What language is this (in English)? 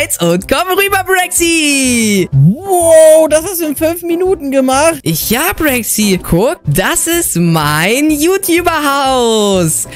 German